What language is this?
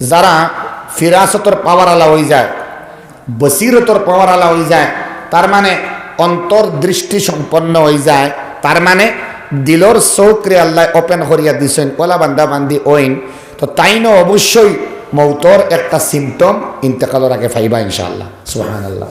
Sylheti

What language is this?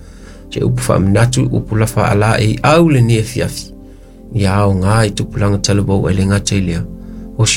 Samoan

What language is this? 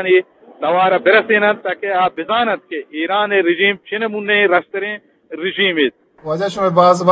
Eastern Balochi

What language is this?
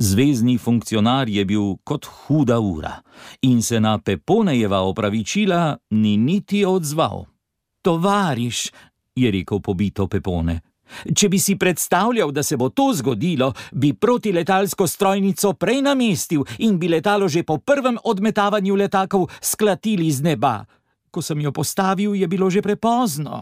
Slovenian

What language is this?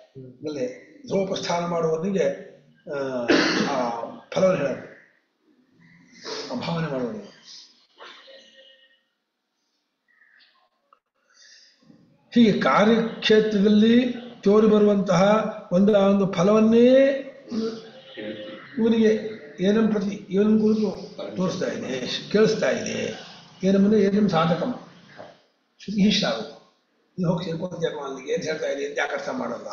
Kannada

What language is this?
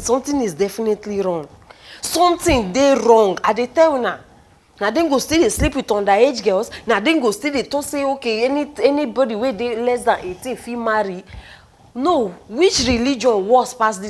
Nigerian Pidgin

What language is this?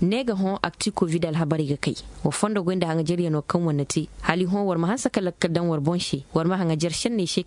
Koyraboro Senni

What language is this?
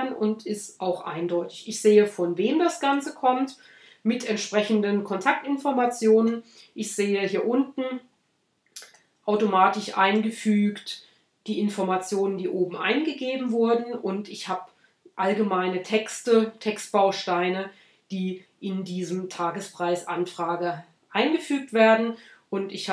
German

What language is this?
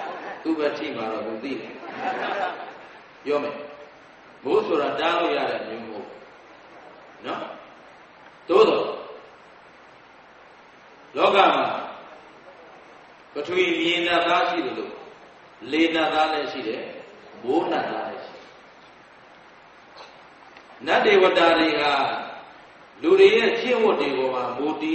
Burmese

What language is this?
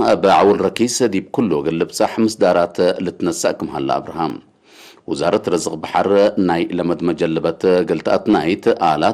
Tigre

